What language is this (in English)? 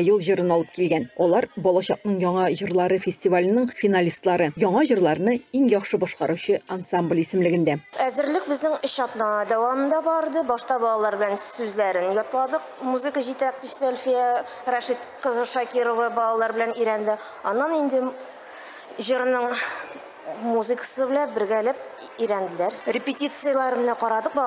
Tatar